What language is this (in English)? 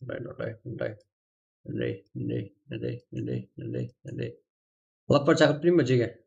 Kara-Kalpak